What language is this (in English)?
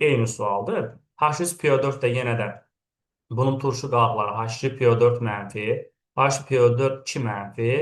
Azerbaijani